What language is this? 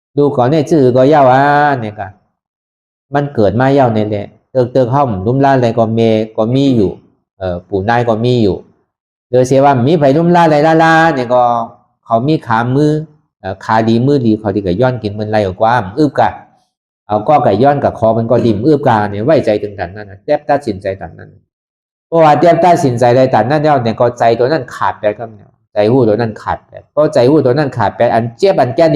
Shan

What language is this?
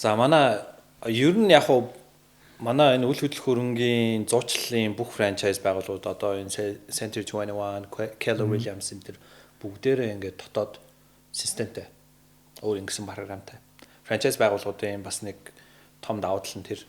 Mongolian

